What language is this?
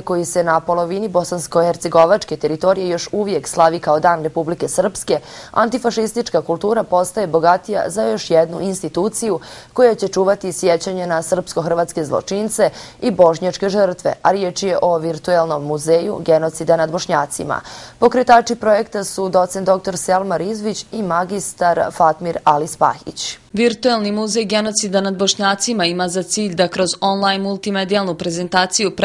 Bosnian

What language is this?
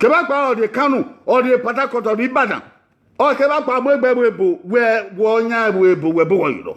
Bini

